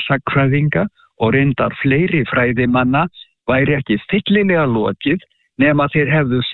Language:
Icelandic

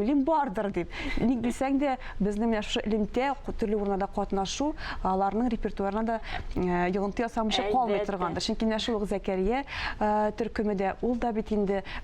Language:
Tatar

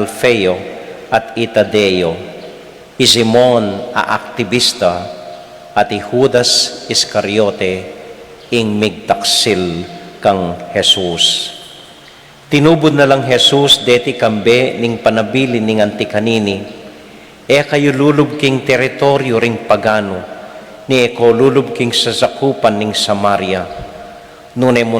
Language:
Pampanga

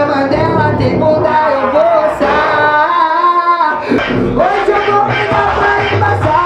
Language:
Portuguese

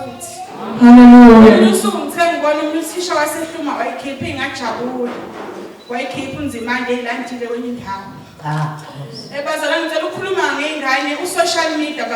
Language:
Zulu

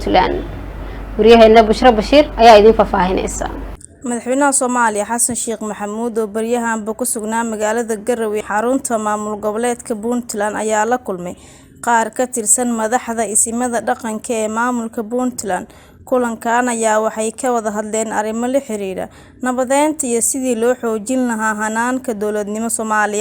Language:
Somali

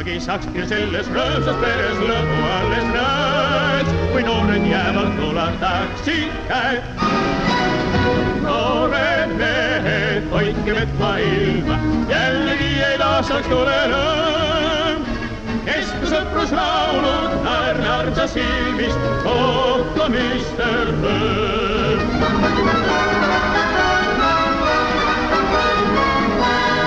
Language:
Estonian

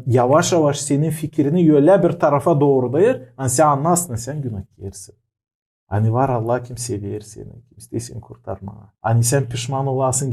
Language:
Gagauz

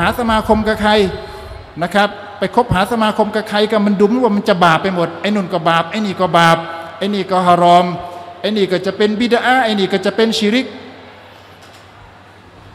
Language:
Thai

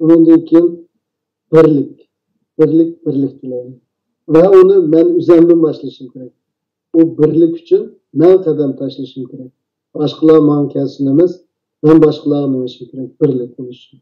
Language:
Uyghur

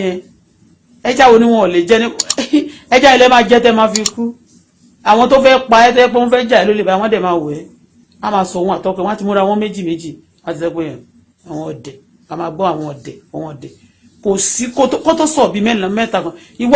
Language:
Yoruba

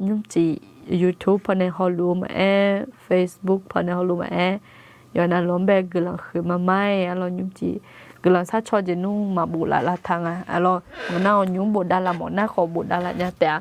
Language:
Akha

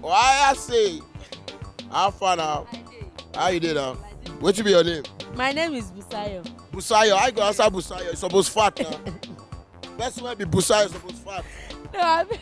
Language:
Nigerian Pidgin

